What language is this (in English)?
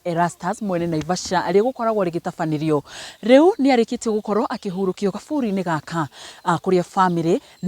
Kikuyu